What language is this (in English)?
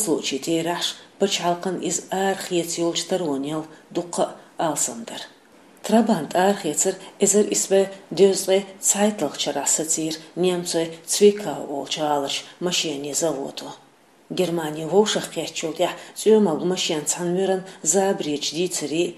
Chechen